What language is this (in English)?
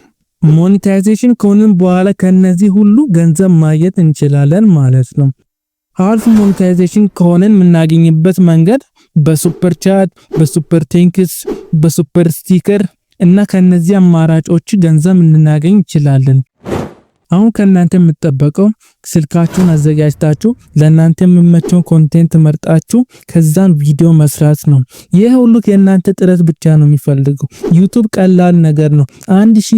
Amharic